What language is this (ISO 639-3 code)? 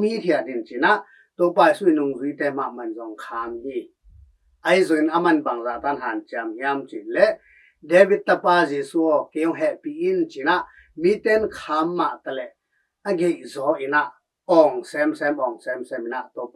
ctd